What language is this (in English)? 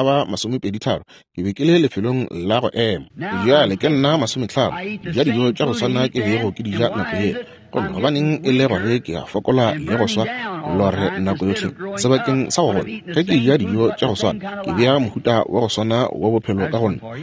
Northern Sotho